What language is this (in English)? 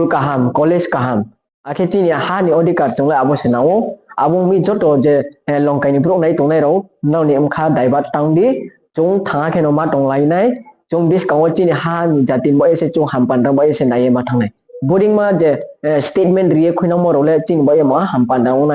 Riang (India)